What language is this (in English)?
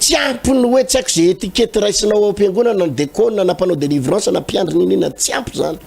Malagasy